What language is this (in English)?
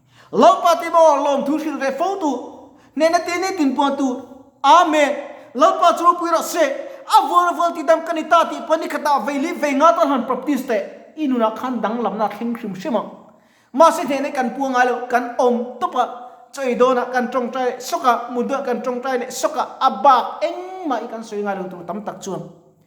Mizo